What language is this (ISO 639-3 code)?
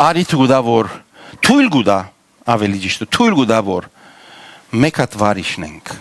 hyw